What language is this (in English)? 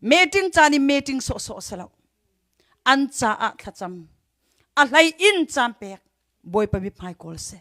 Hakha Chin